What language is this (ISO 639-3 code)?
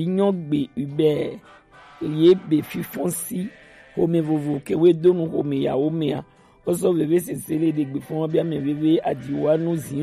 gej